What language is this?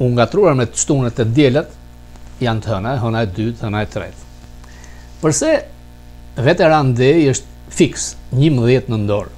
Albanian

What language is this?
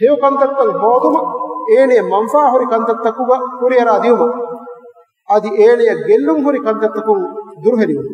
Divehi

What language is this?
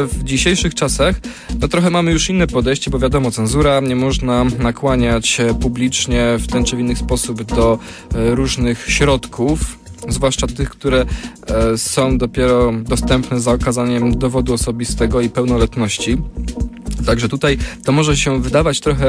Polish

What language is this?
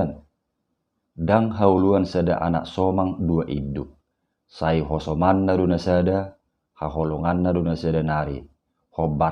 Batak Toba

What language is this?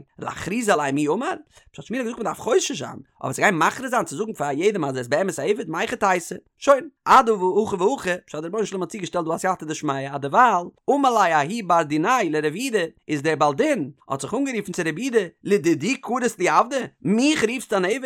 Yiddish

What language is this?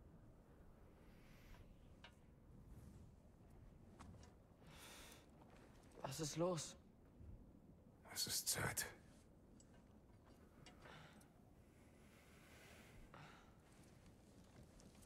German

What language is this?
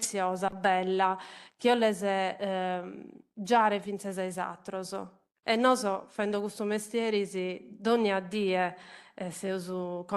Sardinian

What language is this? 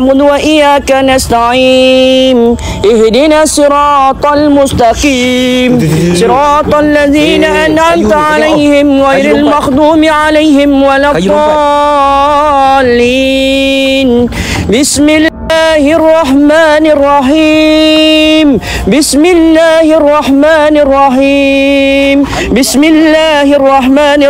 Malay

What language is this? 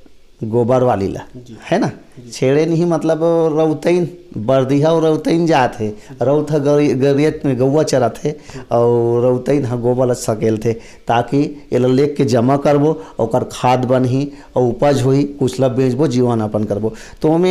Chhattisgarhi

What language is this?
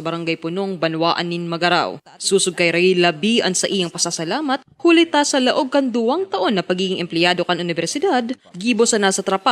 Bikol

